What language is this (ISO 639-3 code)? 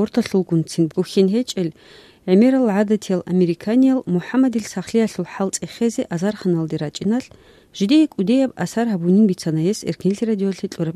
ava